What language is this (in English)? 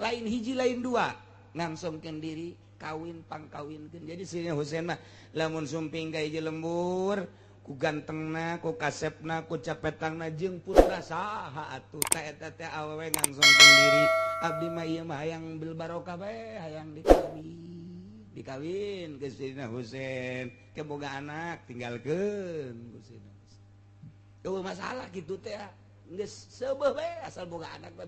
Sundanese